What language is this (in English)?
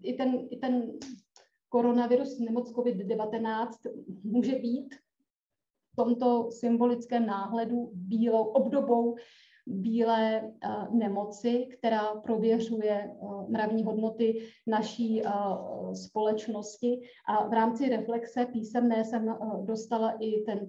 Czech